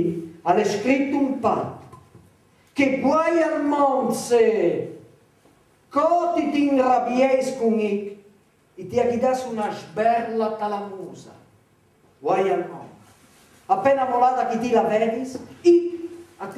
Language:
Friulian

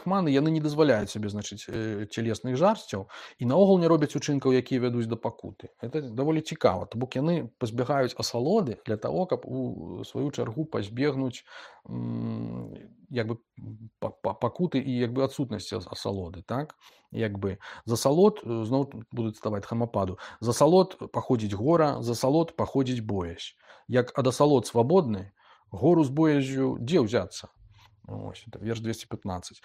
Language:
Belarusian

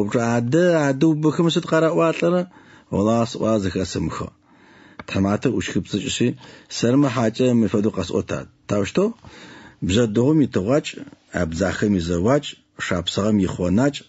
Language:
Adyghe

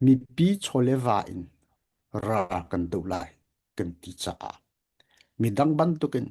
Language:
Hakha Chin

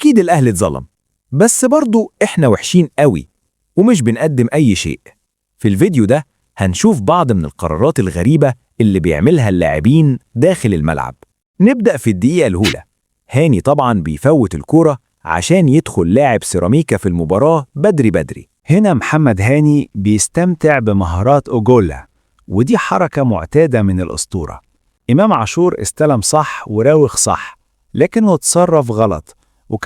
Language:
Egyptian Arabic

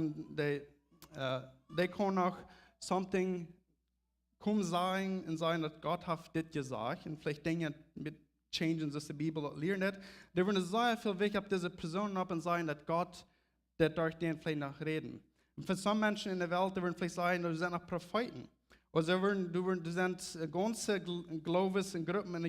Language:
Plautdietsch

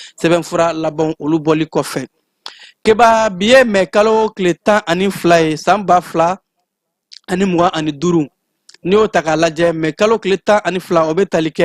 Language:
Bambara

